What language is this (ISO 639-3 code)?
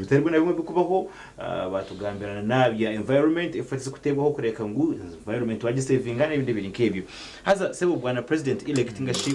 nyn